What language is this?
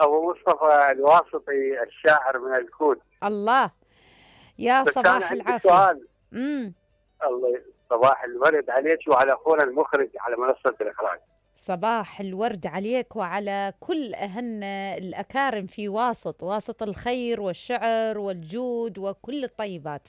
Mesopotamian Arabic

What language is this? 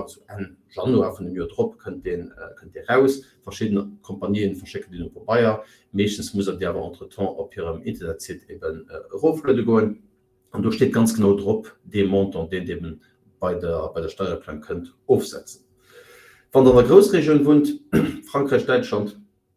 Luxembourgish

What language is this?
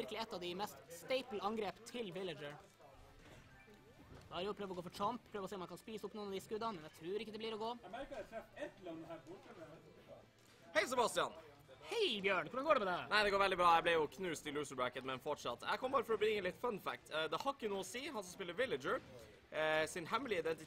Norwegian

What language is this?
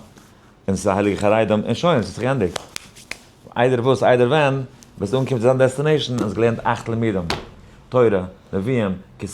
Yiddish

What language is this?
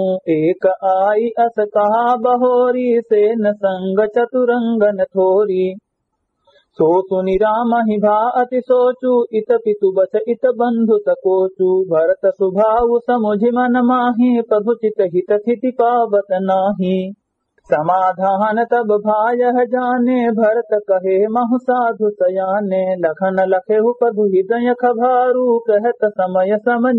Awadhi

